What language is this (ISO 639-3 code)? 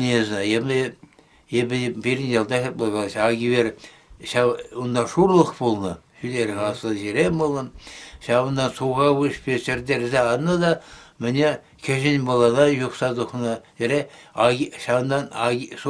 chv